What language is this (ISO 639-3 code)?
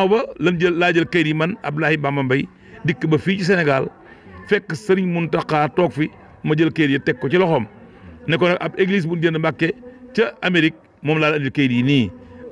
wol